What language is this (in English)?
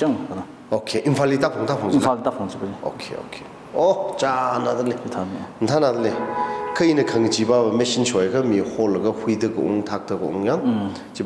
Tangkhul Naga (India)